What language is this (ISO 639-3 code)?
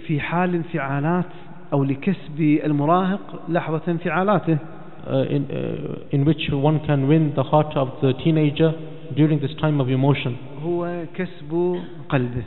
ara